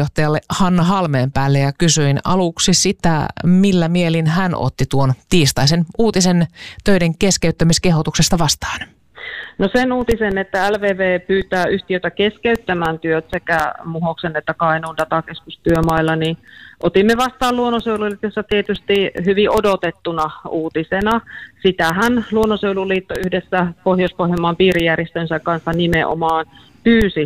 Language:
Finnish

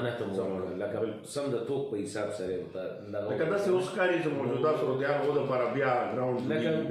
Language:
Pashto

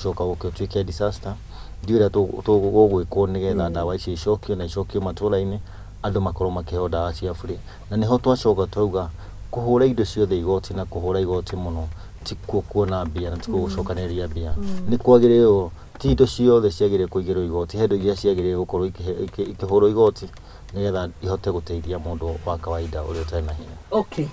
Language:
Kikuyu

